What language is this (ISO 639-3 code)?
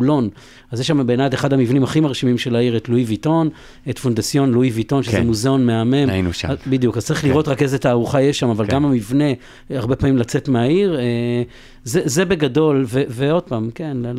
heb